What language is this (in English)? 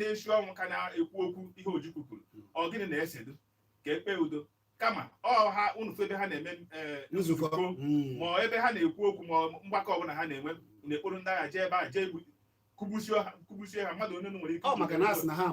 Igbo